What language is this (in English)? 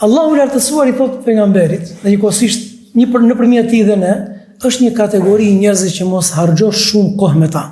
Albanian